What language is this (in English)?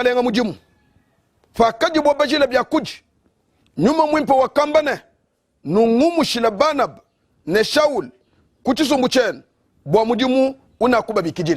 Luba-Lulua